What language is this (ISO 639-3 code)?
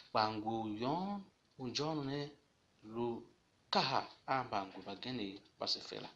tiv